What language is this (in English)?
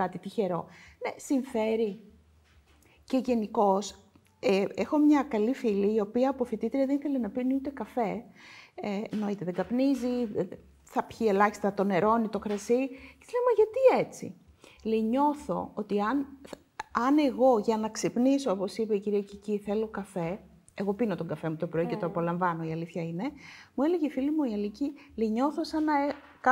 Greek